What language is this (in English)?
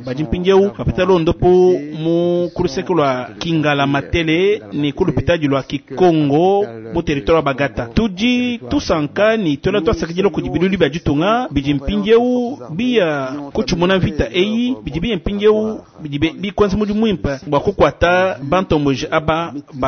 Luba-Lulua